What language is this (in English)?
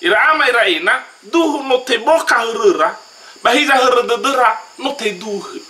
Nias